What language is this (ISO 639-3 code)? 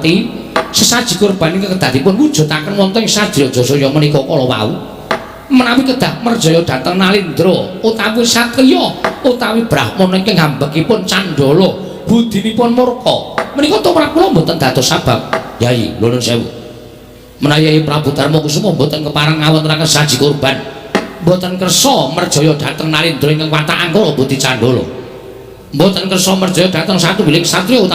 jav